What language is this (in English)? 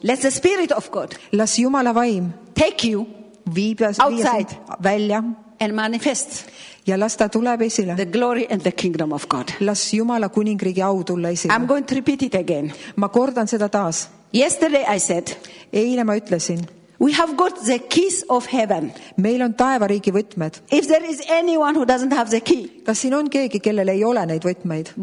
Estonian